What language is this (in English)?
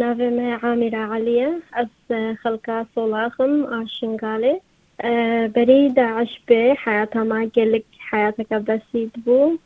Kurdish